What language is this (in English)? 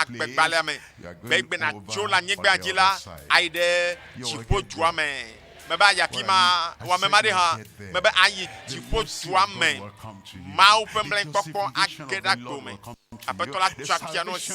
Ewe